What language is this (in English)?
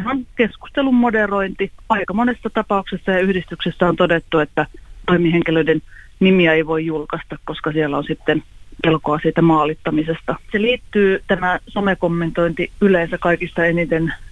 Finnish